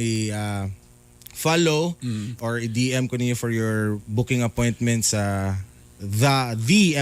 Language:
Cebuano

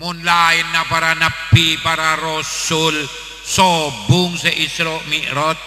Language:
Madurese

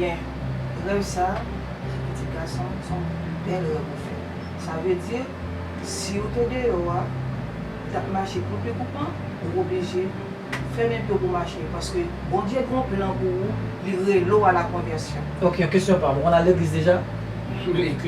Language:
Haitian Creole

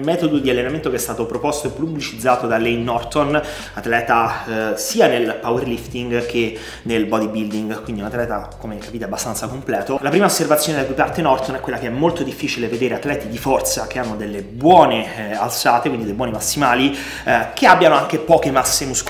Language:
Italian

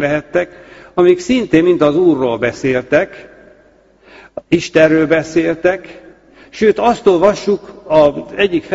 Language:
Hungarian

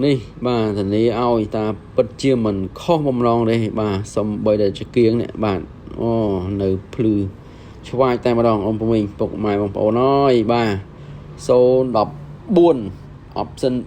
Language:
Khmer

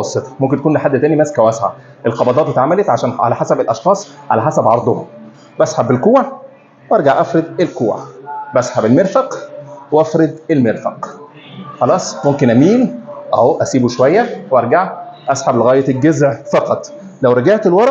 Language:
Egyptian Arabic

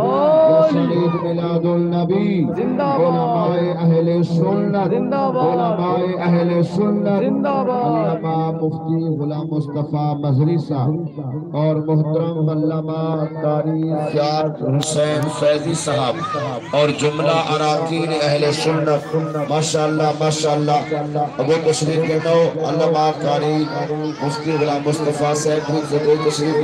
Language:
Saraiki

